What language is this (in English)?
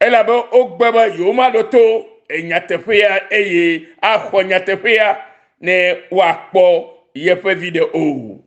Ewe